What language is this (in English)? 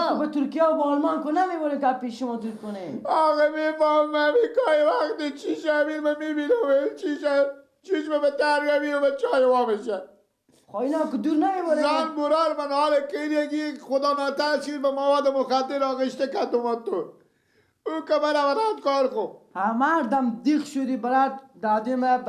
Persian